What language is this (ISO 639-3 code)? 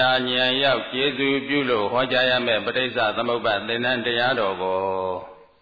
mya